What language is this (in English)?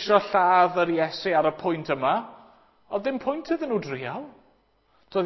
Welsh